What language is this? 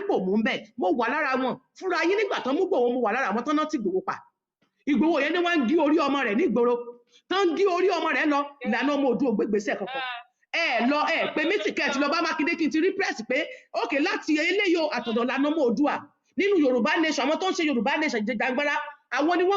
Yoruba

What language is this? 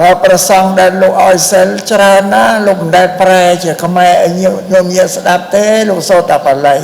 Khmer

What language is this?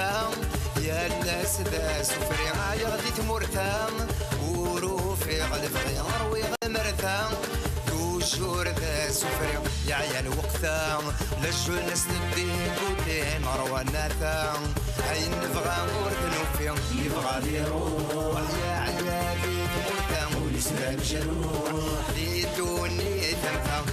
Kabyle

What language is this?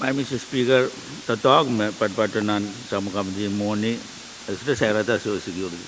Pohnpeian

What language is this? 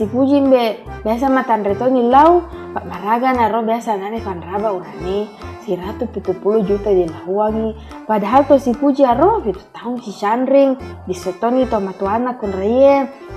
Buginese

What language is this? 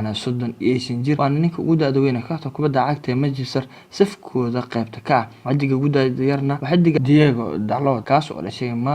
Somali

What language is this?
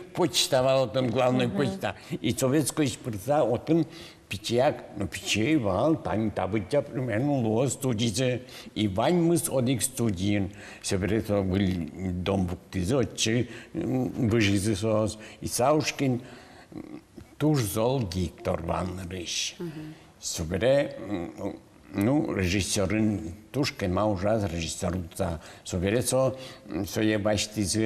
Udmurt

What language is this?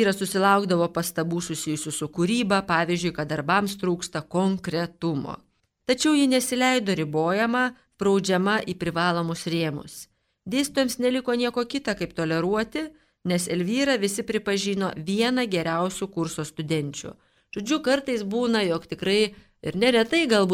Lithuanian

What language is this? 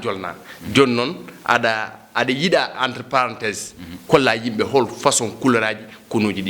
Fula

